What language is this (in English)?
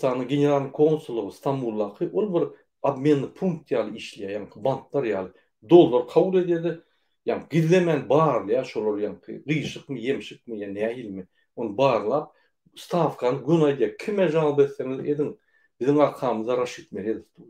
Turkmen